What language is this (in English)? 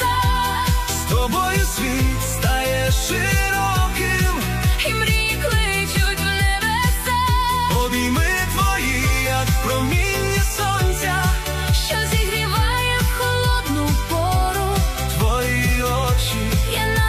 Ukrainian